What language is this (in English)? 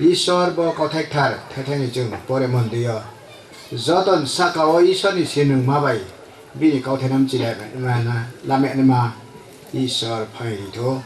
Riang (India)